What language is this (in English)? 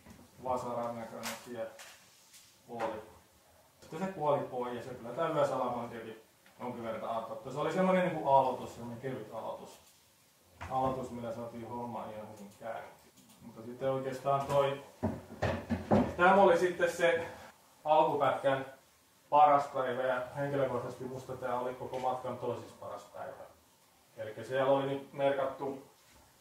Finnish